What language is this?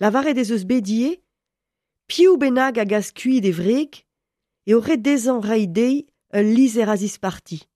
Breton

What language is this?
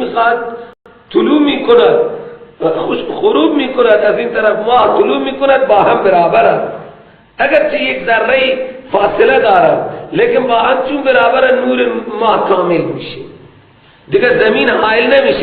Persian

